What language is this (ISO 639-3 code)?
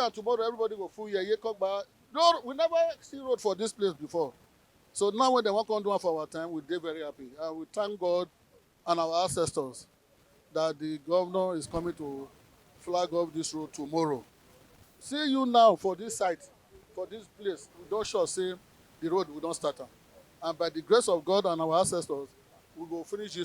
pcm